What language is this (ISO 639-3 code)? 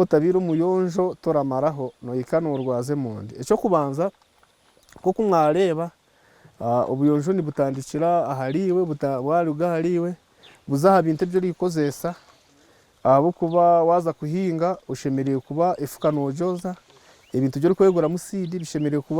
nyn